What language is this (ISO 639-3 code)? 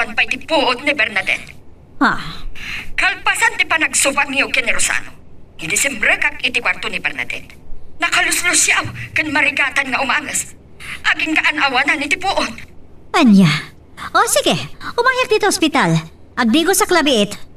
ilo